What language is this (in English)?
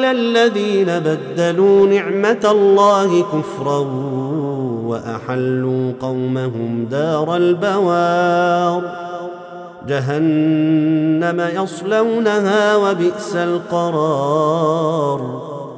Arabic